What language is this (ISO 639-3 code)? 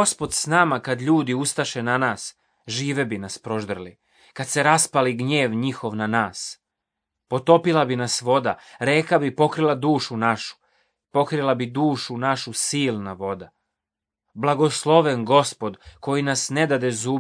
srp